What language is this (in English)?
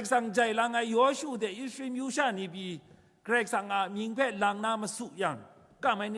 Kachin